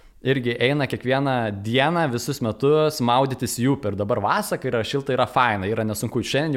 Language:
Lithuanian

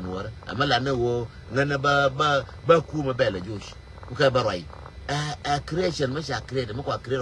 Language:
Nuer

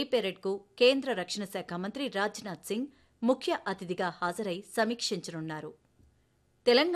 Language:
Telugu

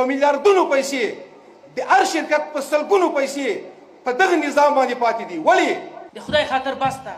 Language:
Pashto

